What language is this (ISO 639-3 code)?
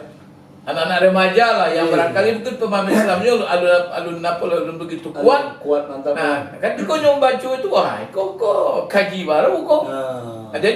min